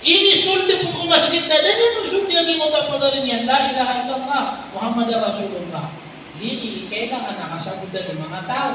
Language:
Maranao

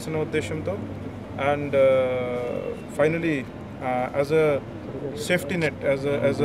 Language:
Telugu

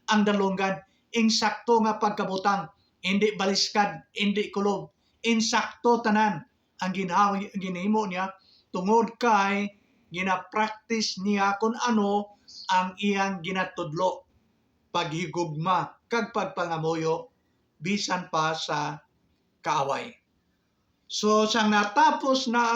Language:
Hiligaynon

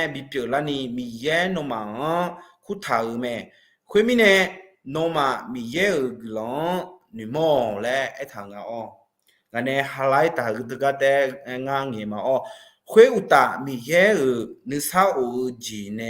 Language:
Akha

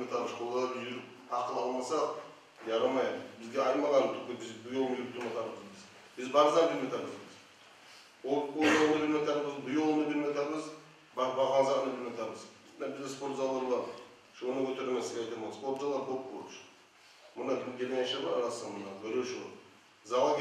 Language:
Kumyk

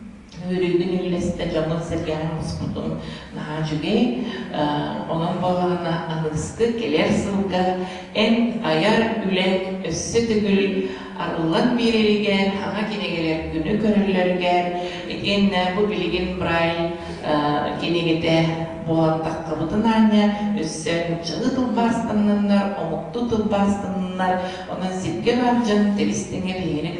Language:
Yakut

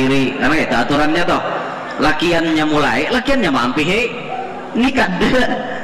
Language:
Banjar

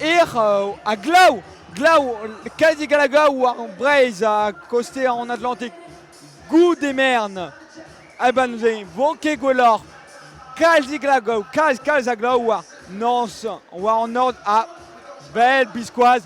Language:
Breton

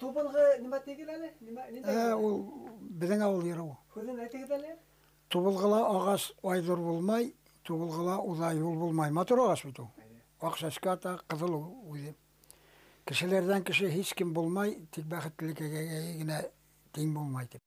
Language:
Bashkir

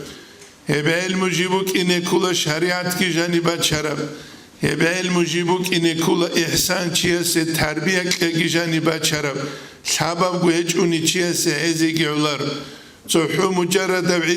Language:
Avaric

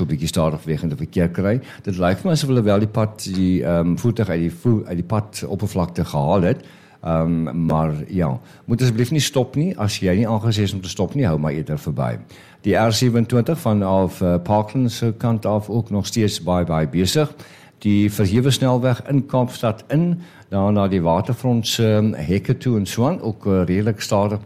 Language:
Afrikaans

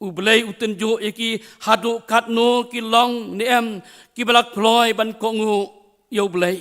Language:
Khasi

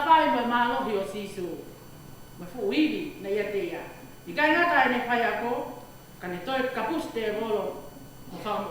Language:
Tongan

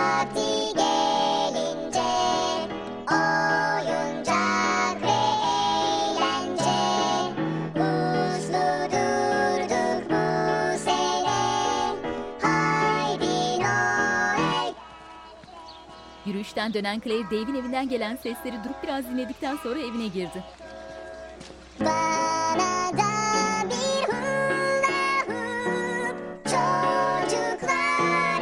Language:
Turkish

